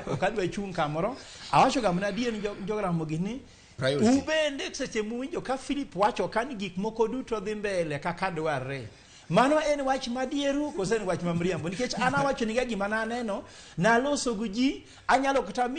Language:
Luo (Kenya and Tanzania)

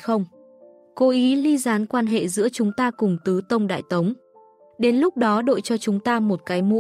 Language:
Vietnamese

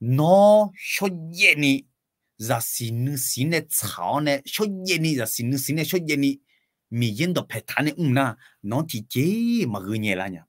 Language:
Akha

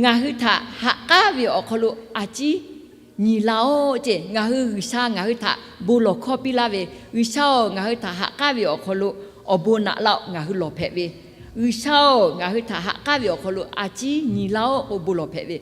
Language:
Lahu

